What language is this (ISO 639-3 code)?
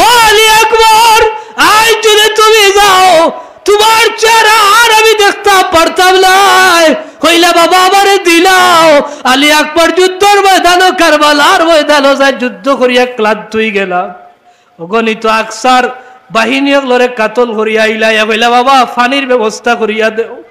syl